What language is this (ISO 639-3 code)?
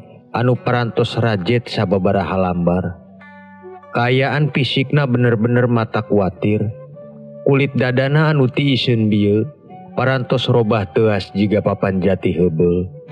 sun